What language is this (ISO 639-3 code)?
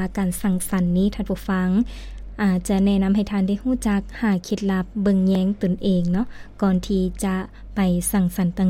lao